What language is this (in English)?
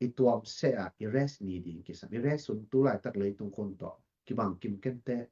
Tedim Chin